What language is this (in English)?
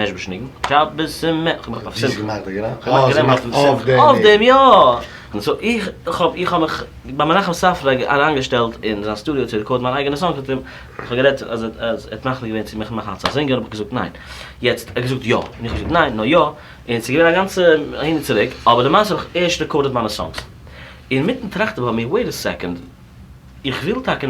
Yiddish